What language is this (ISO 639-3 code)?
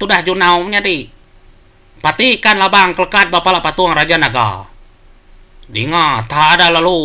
iba